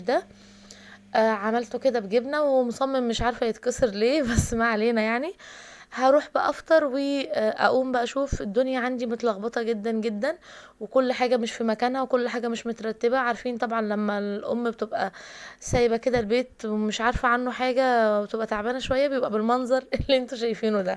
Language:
Egyptian Arabic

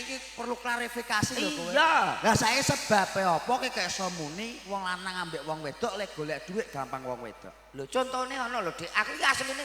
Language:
Javanese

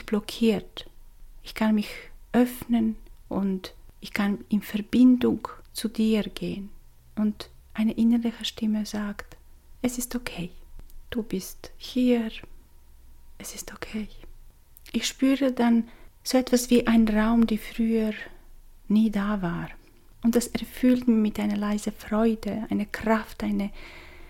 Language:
German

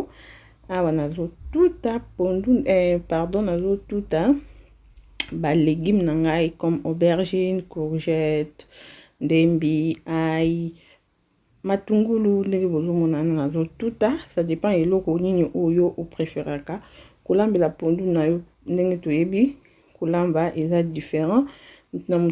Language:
Lingala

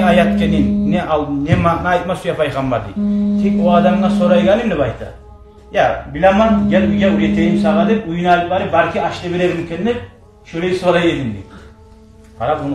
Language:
Kumyk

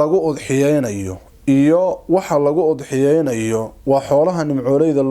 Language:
Somali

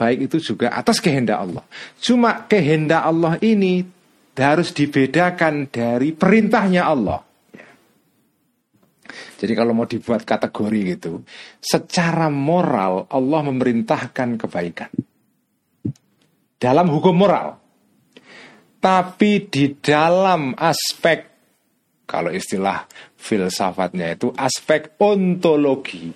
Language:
Indonesian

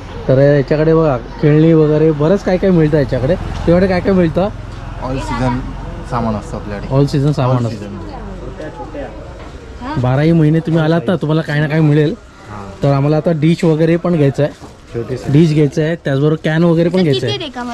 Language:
Marathi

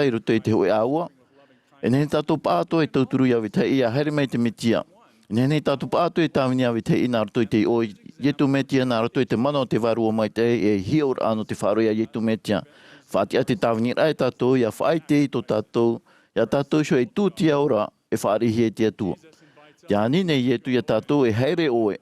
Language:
Tahitian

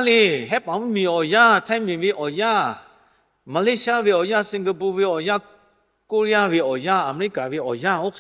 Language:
Lahu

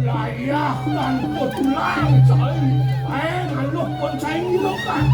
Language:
Balinese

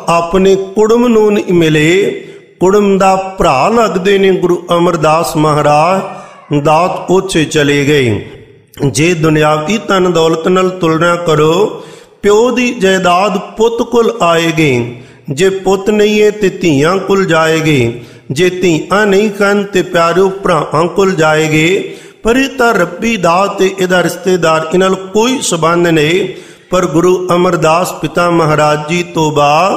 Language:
Punjabi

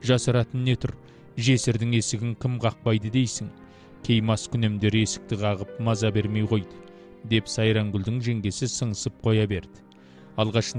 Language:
Kazakh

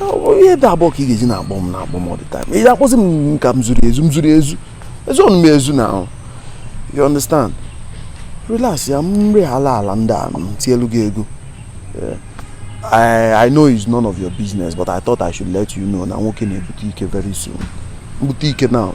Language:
Igbo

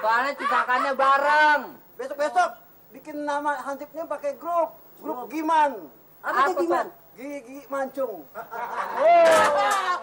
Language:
Betawi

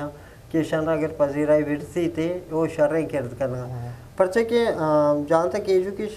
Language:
Eastern Balochi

